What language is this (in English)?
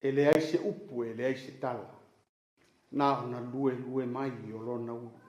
Samoan